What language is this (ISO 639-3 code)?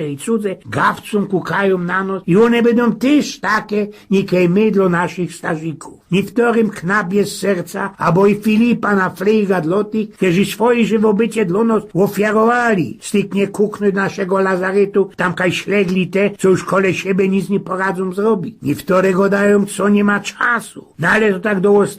szl